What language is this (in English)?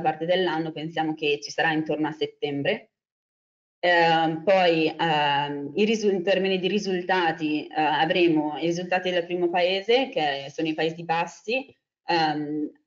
Italian